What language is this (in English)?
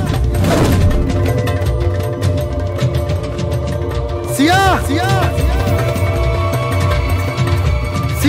Bhojpuri